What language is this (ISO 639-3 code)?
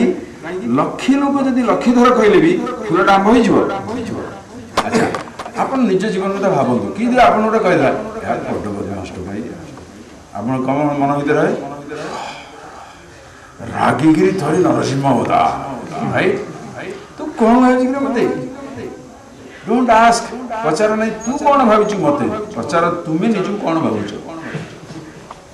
ori